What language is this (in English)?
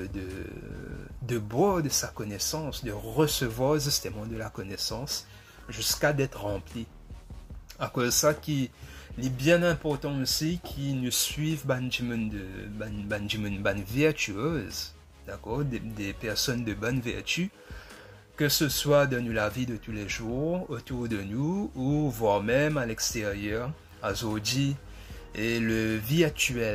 Morisyen